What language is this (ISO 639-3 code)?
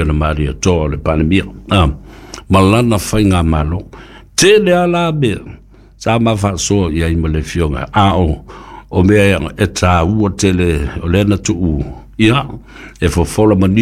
smo